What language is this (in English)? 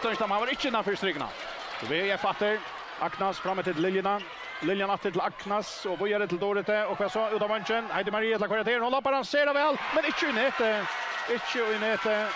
Faroese